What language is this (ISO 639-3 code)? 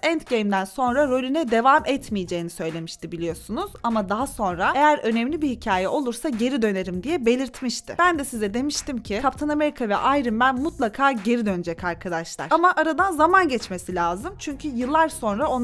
tur